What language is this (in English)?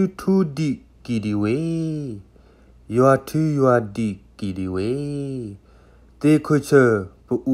S'gaw Karen